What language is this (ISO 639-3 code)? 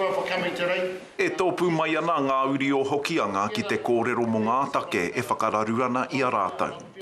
mri